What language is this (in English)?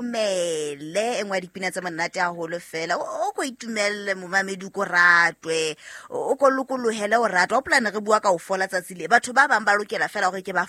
Southern Sotho